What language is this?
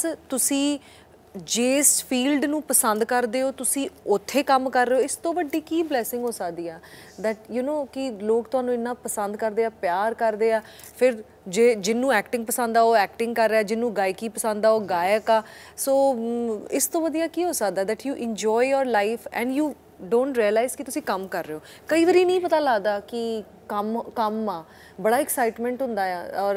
Punjabi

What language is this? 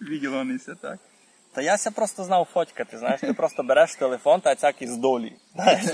Rusyn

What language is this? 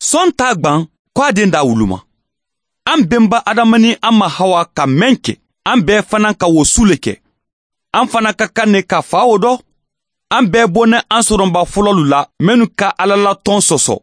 Mandingo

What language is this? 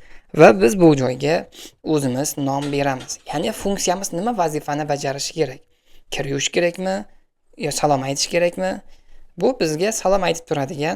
Uzbek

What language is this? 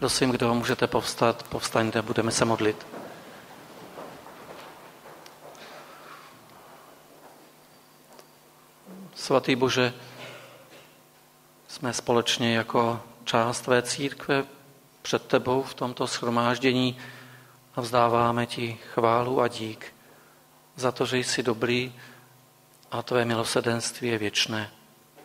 Czech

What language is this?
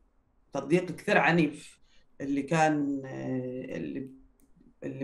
North Levantine Arabic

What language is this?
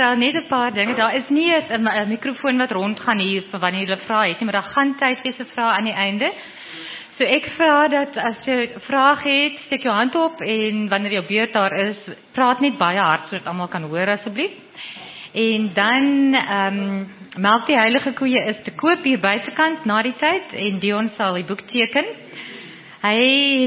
Afrikaans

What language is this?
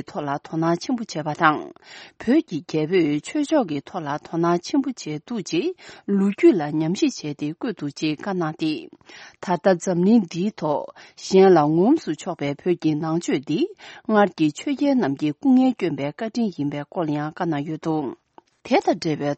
Tibetan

